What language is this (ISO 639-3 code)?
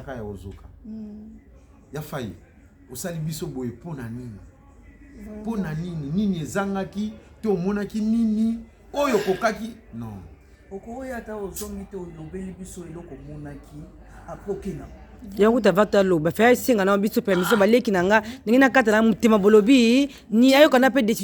lin